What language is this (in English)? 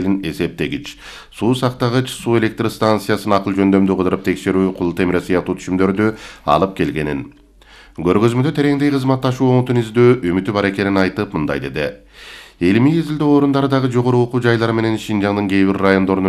Kyrgyz